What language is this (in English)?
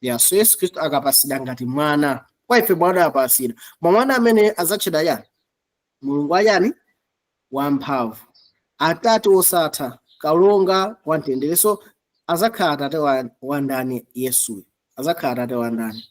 Nyanja